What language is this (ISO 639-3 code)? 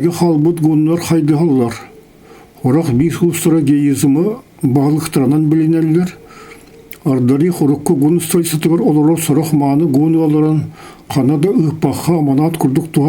sah